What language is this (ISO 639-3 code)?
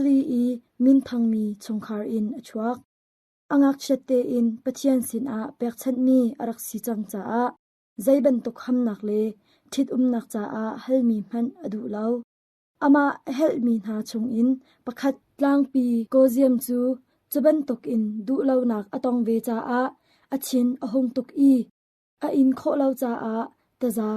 cnh